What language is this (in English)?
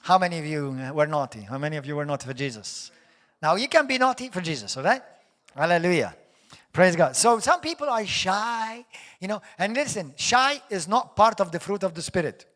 English